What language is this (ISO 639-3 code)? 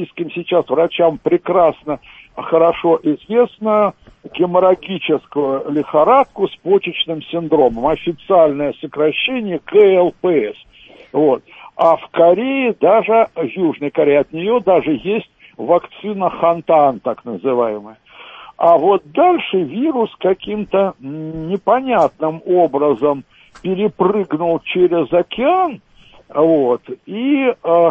rus